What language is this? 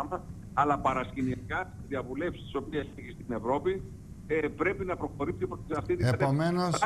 Greek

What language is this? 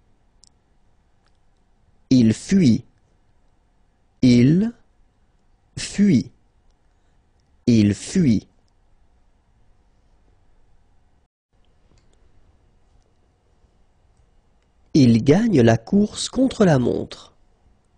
French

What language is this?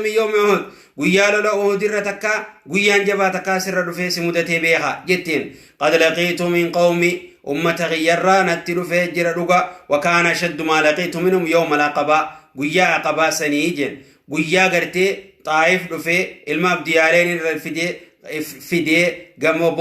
Oromo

